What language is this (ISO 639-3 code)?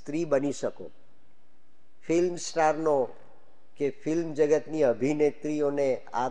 guj